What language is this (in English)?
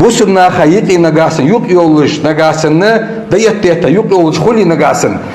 Ingush